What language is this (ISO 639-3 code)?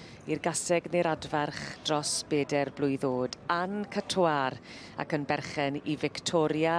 cym